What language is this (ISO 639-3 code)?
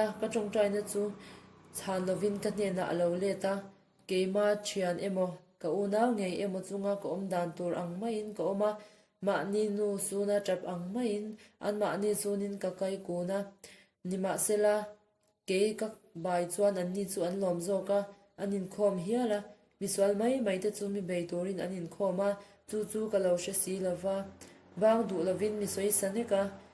lus